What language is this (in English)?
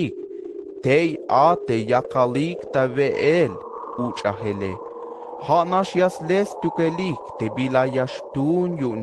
Tzeltal